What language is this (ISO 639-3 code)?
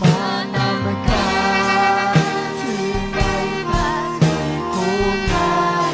quy